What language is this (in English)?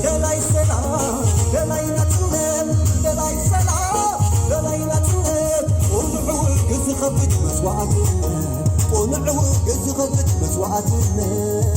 Tigrinya